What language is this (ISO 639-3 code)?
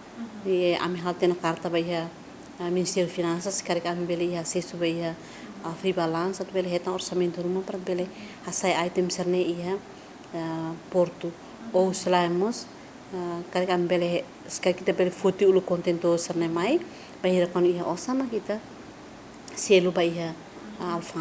tet